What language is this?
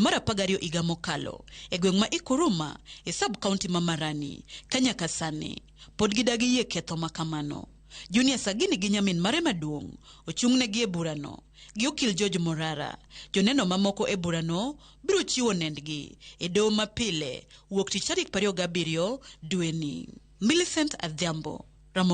Luo (Kenya and Tanzania)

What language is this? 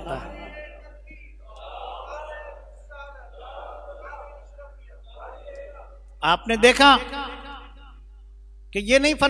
Hindi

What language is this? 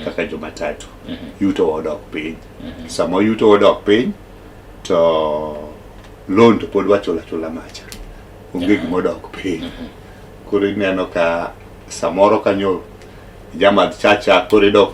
Luo (Kenya and Tanzania)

